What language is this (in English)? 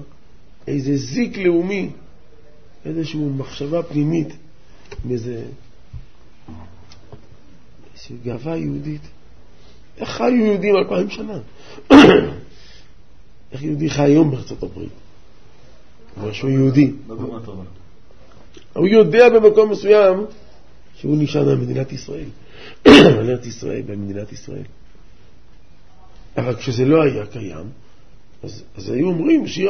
Hebrew